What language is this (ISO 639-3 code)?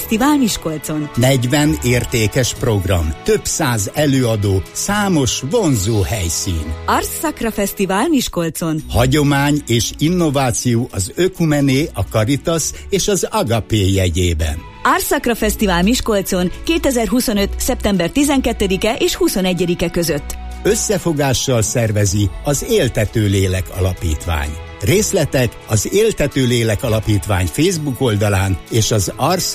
hun